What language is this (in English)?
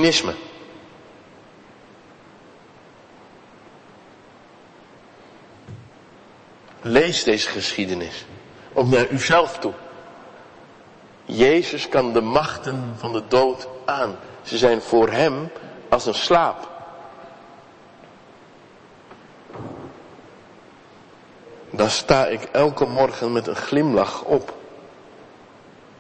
Dutch